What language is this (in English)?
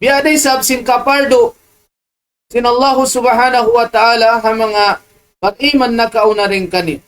Tausug